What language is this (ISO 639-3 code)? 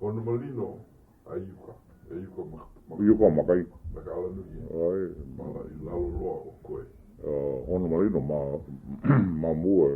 haw